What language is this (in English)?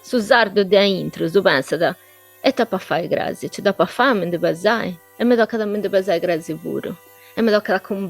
Sardinian